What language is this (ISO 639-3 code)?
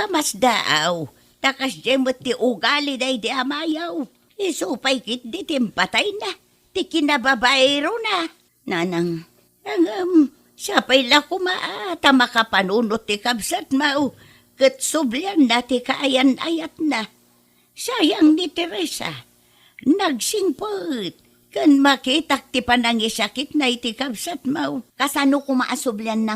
ilo